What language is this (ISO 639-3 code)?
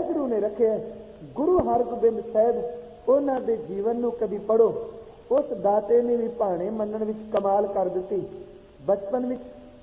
pan